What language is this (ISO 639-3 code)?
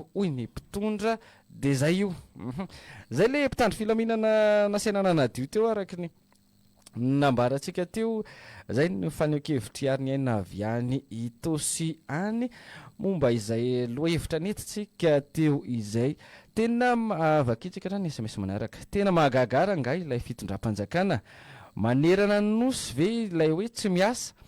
mlg